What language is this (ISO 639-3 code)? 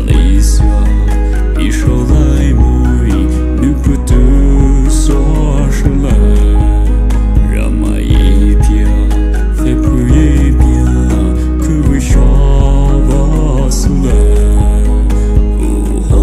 pmx